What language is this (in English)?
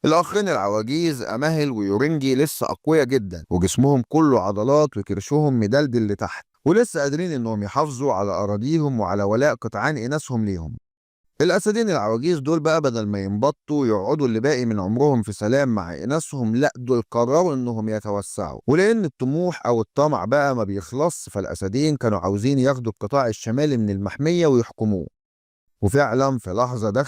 Egyptian Arabic